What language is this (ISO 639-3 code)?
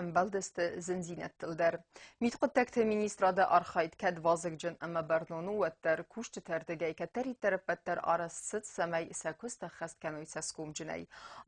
oss